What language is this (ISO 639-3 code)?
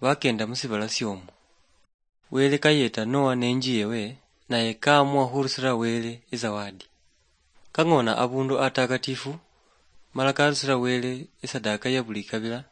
luy